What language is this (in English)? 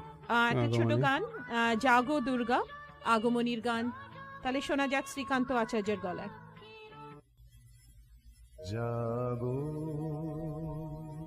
Bangla